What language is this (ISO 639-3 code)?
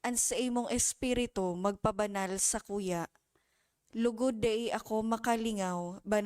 bik